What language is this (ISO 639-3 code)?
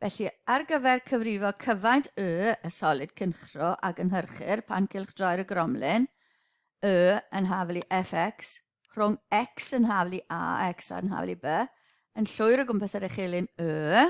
cym